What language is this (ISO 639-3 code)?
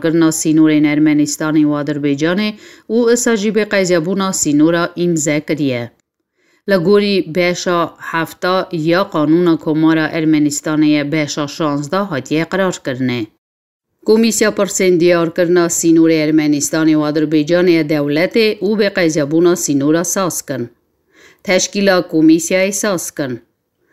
kur